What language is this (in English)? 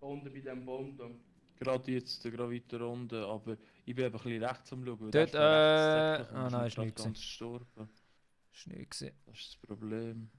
Swiss German